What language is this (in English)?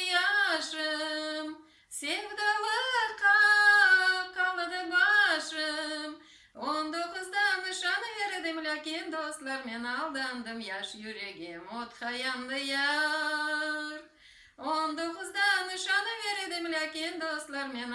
Crimean Tatar